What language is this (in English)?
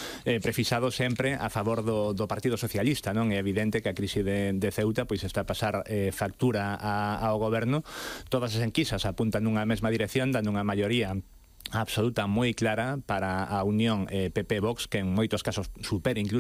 Galician